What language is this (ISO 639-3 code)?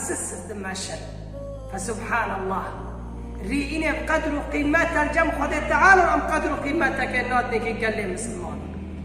kur